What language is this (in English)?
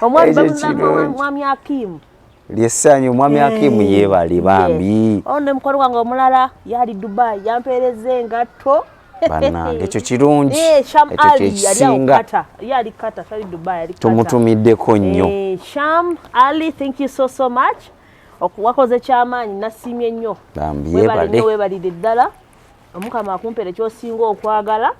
Ganda